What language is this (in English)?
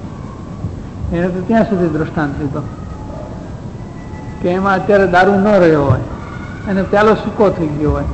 Gujarati